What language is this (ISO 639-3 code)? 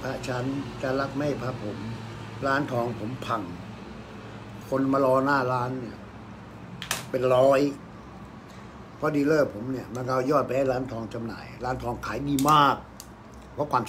tha